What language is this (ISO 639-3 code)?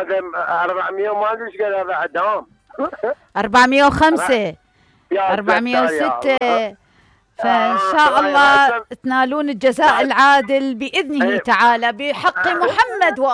acm